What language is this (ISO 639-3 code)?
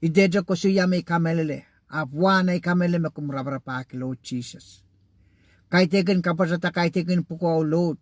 pon